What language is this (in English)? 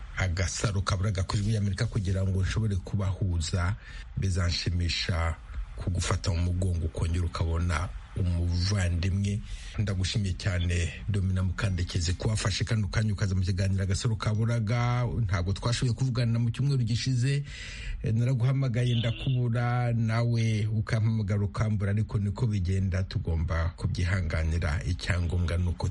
Kinyarwanda